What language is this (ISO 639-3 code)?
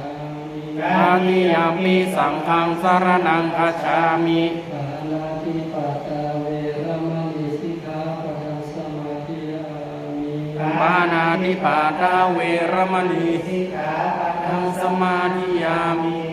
pli